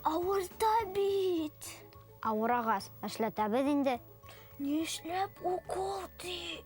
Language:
Bashkir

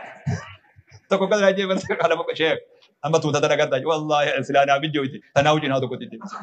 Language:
Oromo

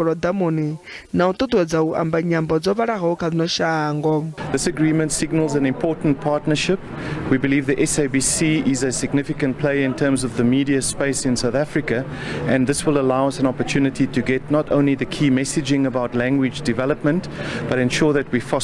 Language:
Venda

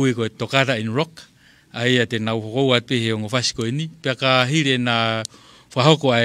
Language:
Tongan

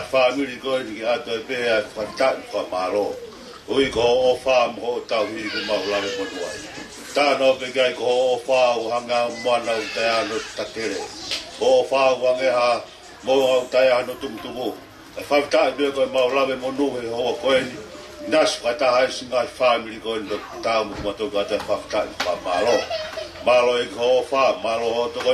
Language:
Tongan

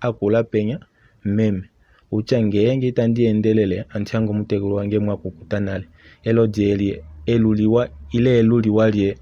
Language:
Kuanyama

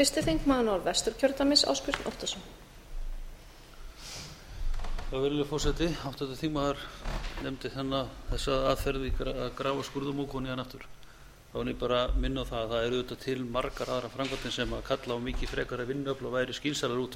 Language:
Icelandic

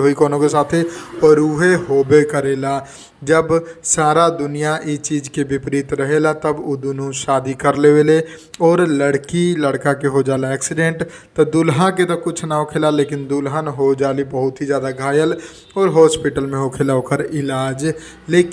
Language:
Bhojpuri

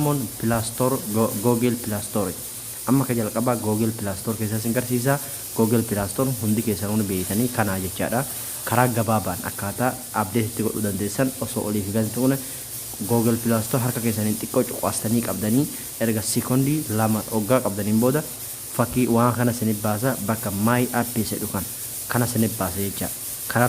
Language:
Oromo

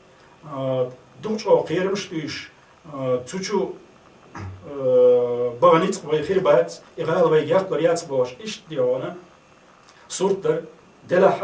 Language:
Chechen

